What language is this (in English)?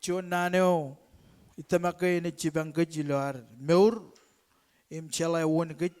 Marshallese